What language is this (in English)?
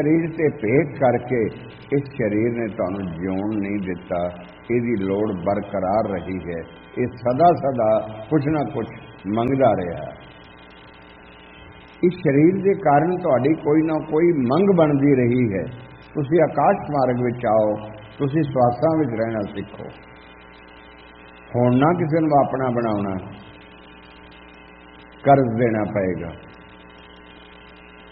Punjabi